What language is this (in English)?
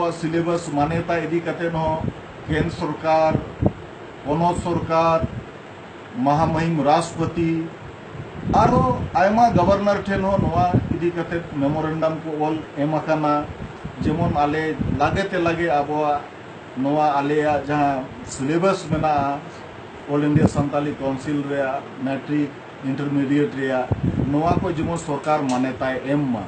Santali